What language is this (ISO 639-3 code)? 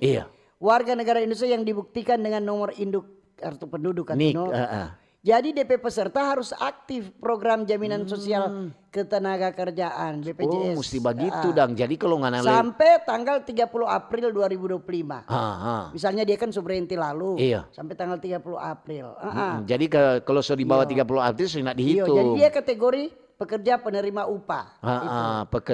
xmm